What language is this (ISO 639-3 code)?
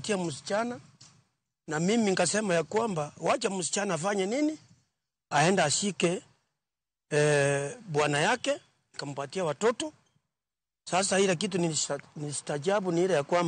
luo